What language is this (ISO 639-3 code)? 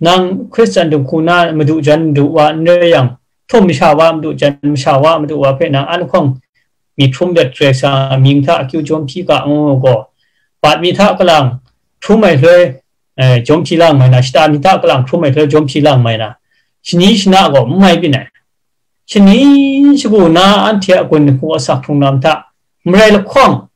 kac